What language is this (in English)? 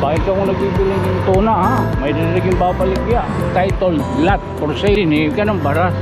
Waray